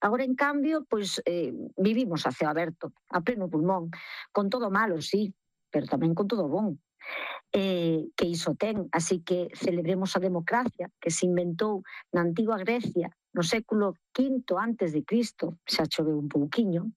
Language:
Galician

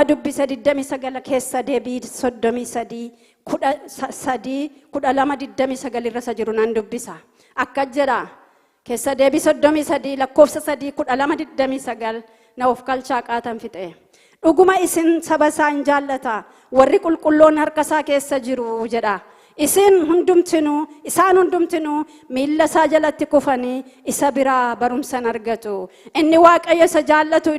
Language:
Oromo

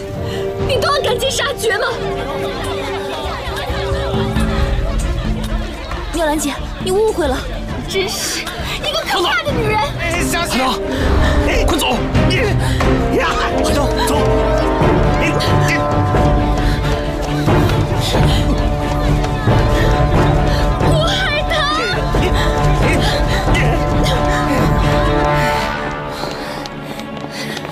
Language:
Chinese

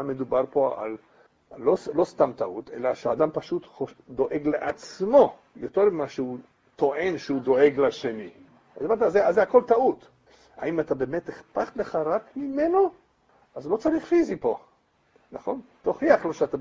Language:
Hebrew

